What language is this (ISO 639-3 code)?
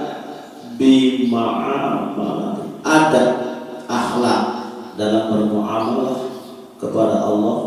sas